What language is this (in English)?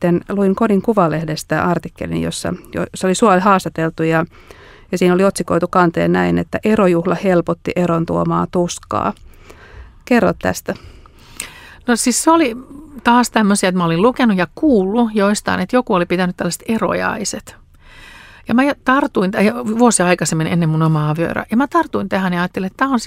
Finnish